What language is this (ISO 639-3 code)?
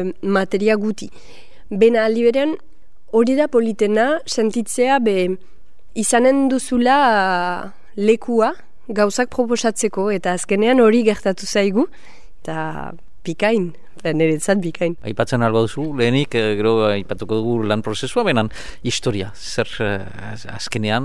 eus